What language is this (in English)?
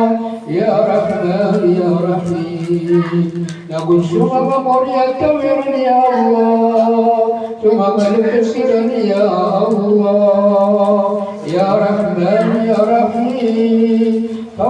Maranao